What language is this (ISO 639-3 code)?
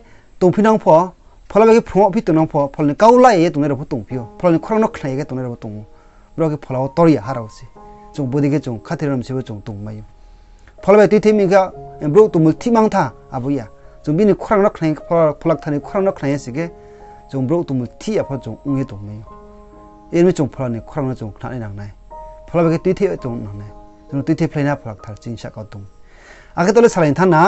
ria